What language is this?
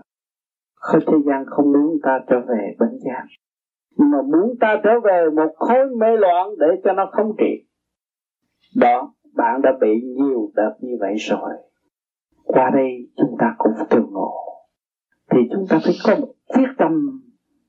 Vietnamese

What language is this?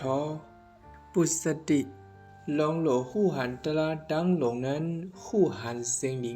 Shan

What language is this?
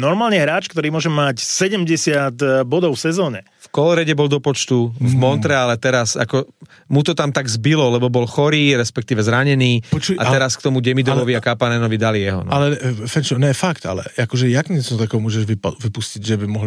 Slovak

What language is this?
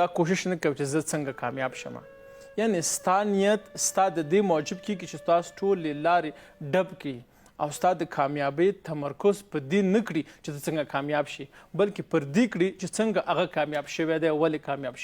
Pashto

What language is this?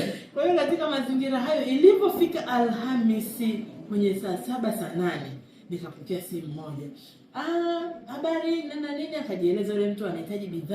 Swahili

